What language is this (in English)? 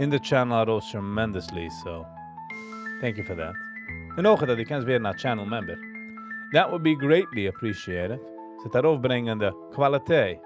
Yiddish